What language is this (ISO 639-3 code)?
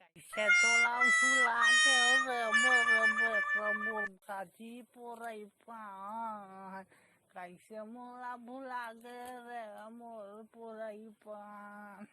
hne